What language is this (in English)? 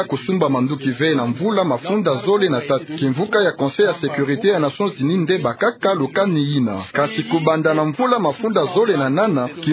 Kituba (Democratic Republic of Congo)